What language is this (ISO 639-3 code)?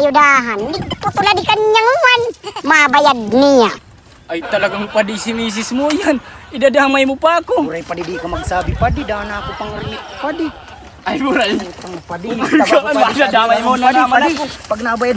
bik